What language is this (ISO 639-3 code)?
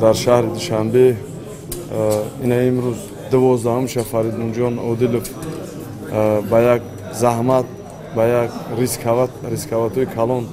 tgk